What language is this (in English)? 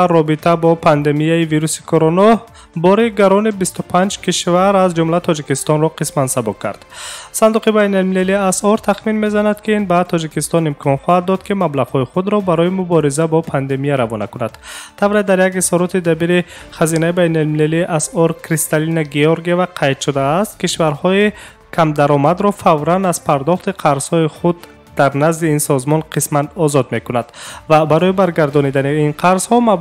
Tajik